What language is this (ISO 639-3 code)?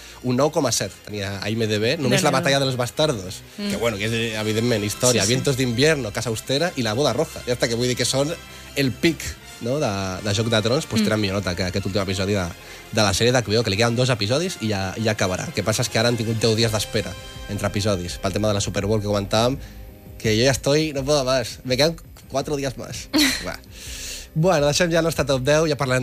cat